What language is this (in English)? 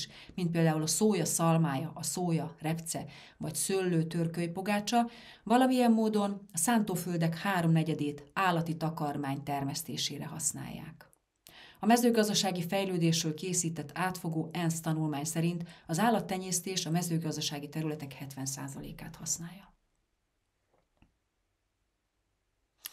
Hungarian